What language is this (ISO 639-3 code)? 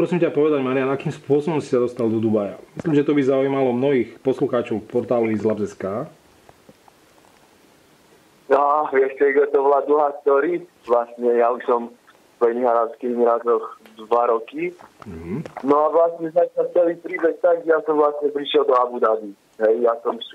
slk